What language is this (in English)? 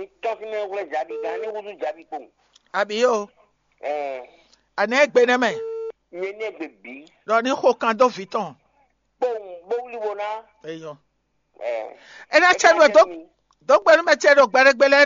Fon